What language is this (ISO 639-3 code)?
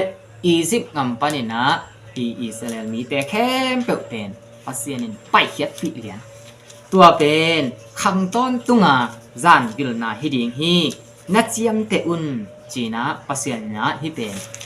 ctd